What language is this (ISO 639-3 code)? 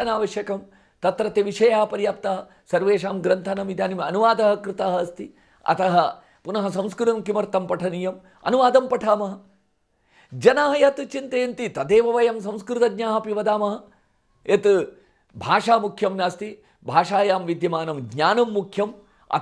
san